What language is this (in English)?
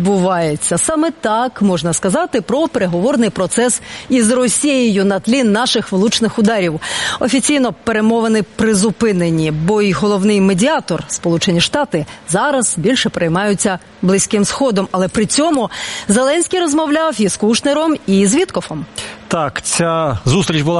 Ukrainian